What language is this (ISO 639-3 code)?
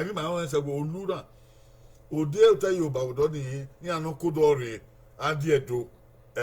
bin